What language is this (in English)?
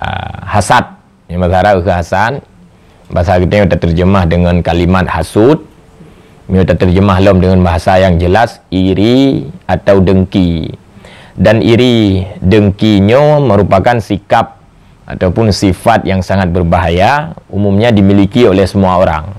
Achinese